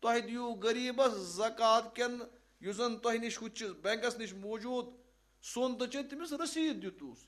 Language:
Kashmiri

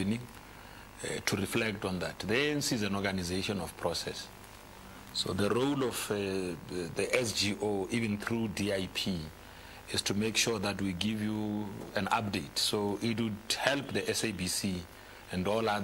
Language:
English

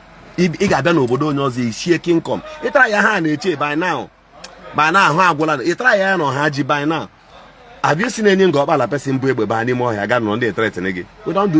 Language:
Igbo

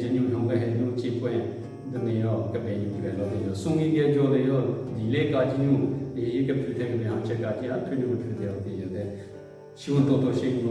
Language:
Southern Rengma Naga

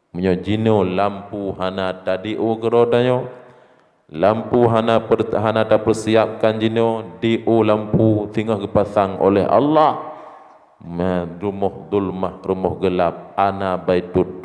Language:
Achinese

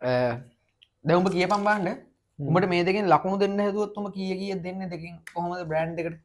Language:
Sinhala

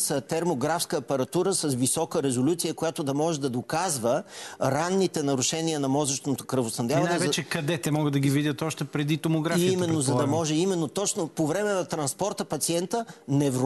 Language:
Bulgarian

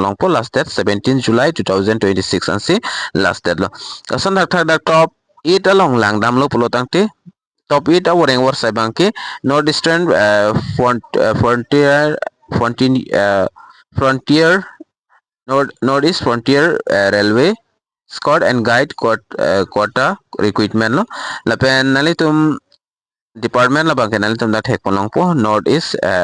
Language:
Karbi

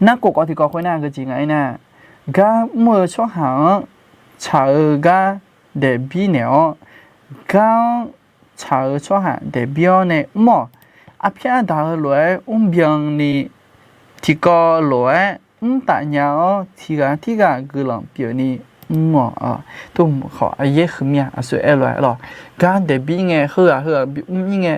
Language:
Akha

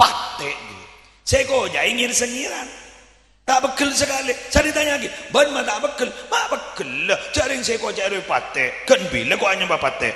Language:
Madurese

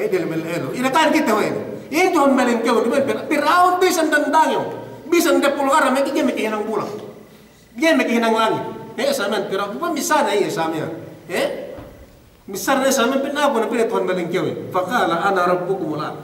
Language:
Yakan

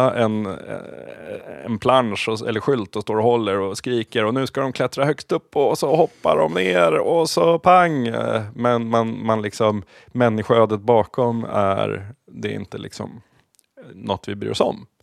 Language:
Swedish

